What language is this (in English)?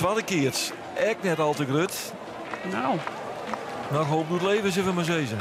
Western Frisian